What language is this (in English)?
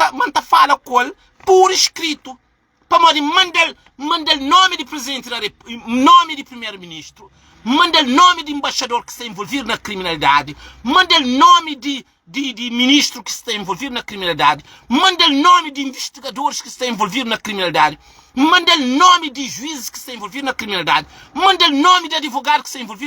Kabuverdianu